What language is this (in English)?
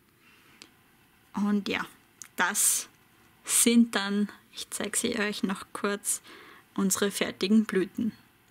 German